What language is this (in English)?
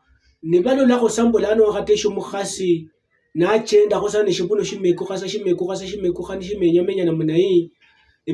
Luyia